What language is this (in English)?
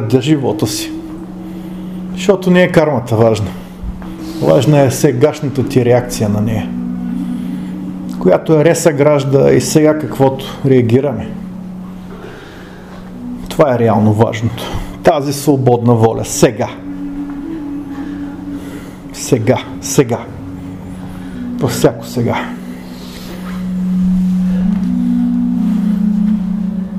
Bulgarian